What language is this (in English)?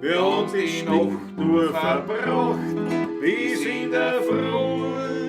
Bavarian